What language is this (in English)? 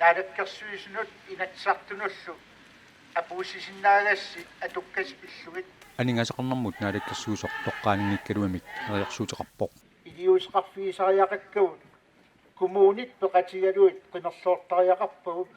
Kalaallisut